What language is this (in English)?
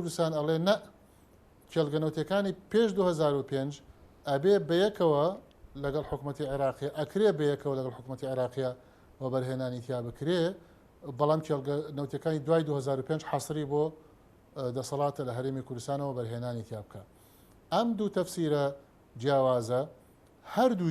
Central Kurdish